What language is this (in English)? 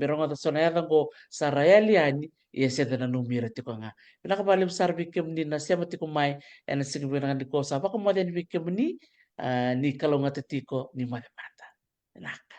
Fijian